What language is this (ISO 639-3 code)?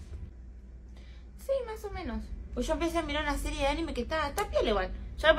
spa